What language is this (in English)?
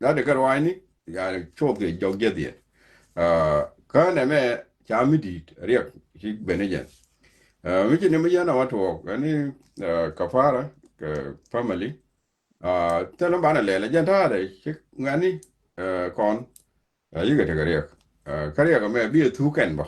Nuer